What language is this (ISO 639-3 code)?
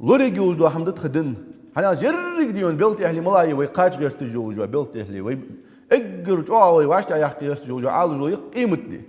inh